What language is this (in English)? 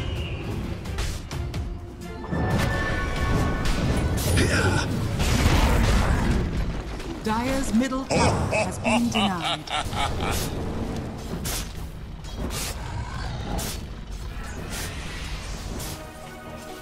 English